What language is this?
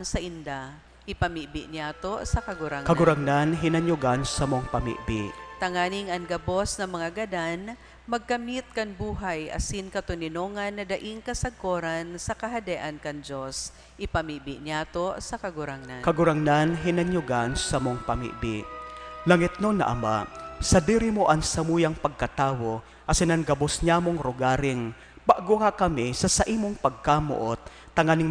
Bikol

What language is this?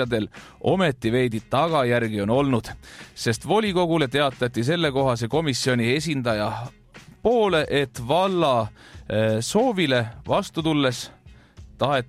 Estonian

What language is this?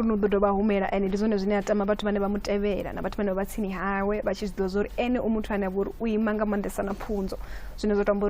Venda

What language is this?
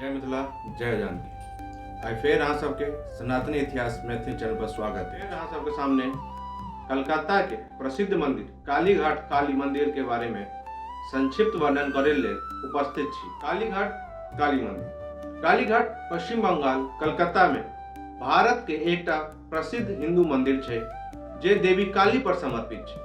Maithili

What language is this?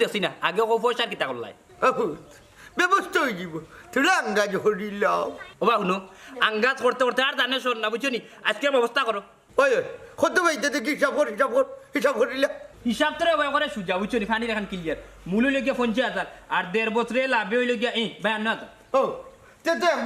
Sylheti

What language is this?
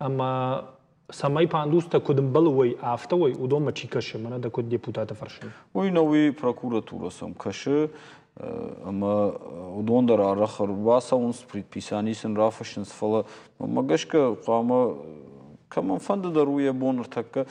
Ossetic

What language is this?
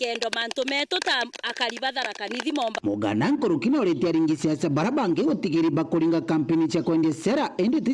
Meru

